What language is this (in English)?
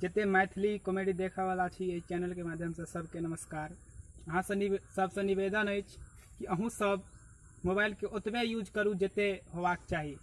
Maithili